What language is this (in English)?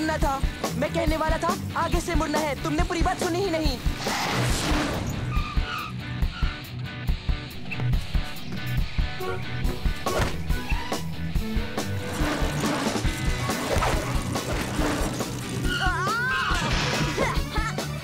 Hindi